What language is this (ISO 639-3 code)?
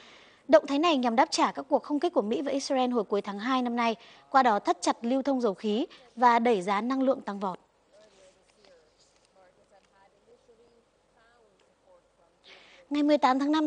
vie